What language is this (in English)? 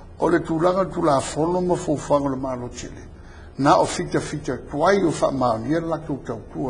Samoan